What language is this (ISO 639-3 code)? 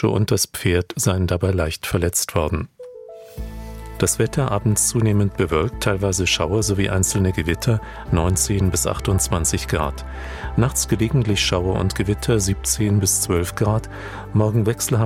deu